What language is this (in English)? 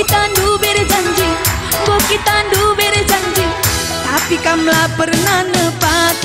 Batak Karo